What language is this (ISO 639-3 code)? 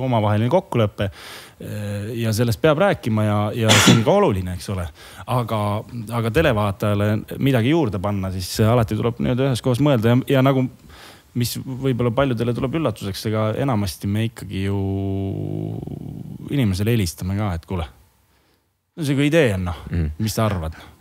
est